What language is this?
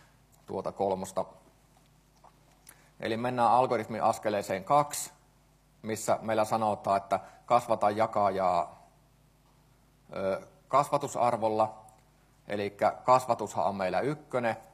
Finnish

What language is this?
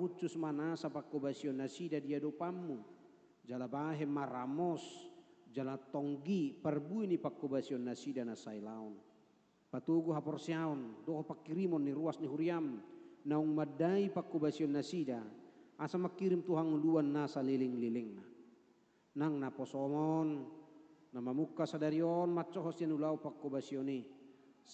Batak Toba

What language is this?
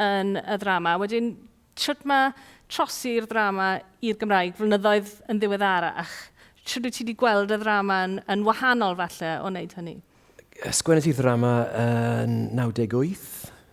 Welsh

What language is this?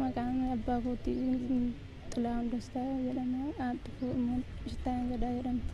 Oromo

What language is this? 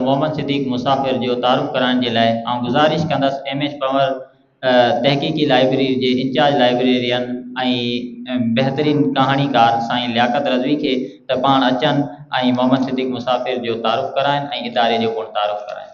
Sindhi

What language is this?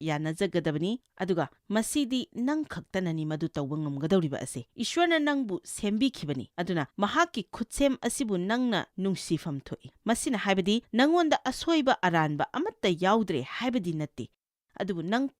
Manipuri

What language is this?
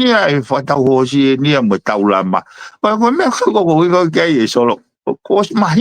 Tongan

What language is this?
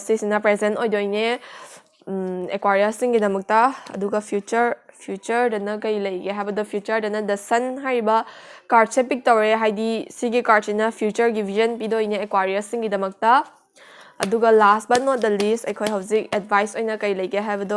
Manipuri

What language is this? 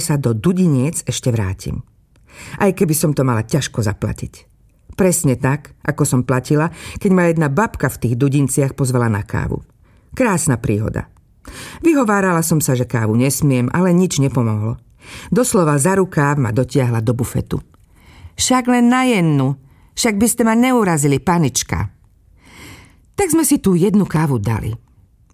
Slovak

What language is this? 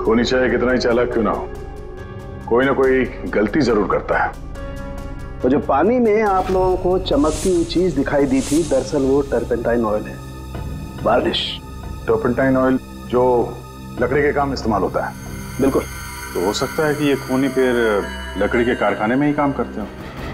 Hindi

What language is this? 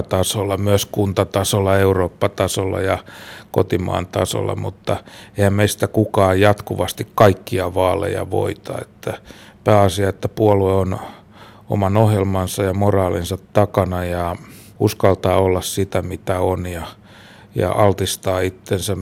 Finnish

